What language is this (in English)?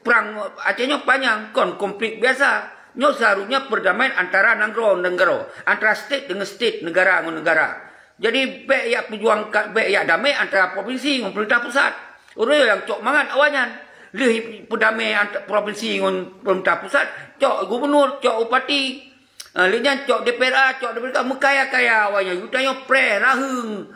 Achinese